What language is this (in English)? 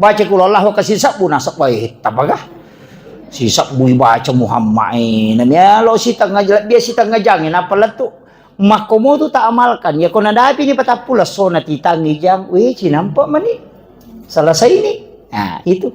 Buginese